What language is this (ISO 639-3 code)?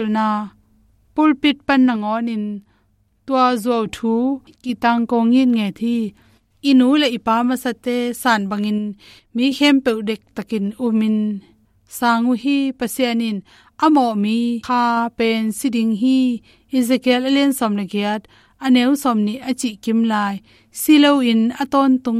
ctd